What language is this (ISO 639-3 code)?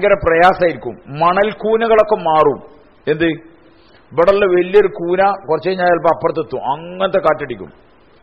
mal